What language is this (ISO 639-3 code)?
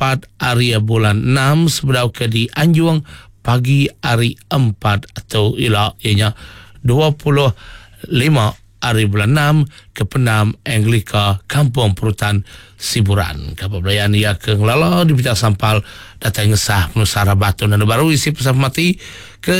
iba